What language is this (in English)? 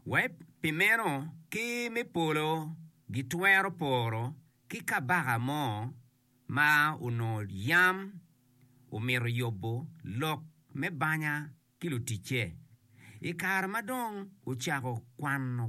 Acoli